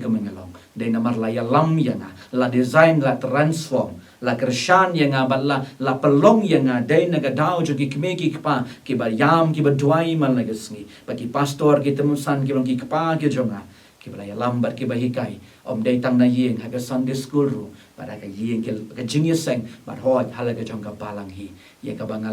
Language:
Khasi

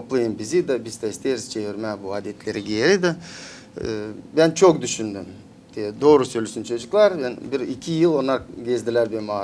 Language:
Gagauz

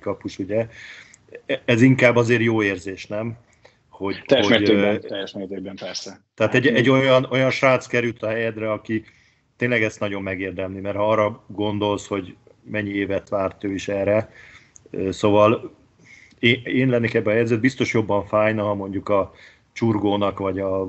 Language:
Hungarian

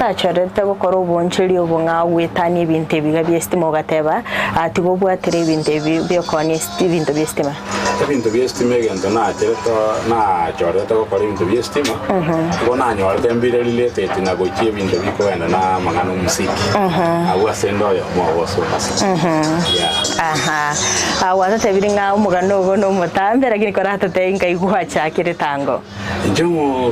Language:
Gusii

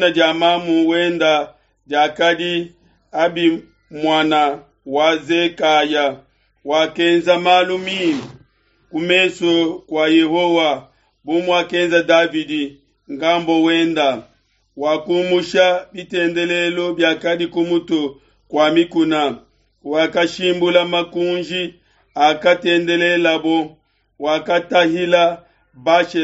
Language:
Luba-Lulua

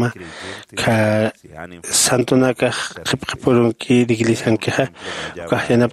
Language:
Aymara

